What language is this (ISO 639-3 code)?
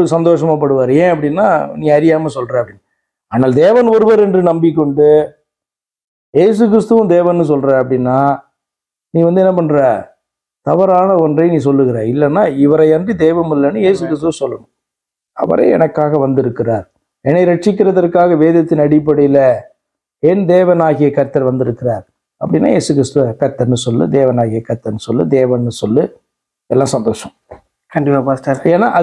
tam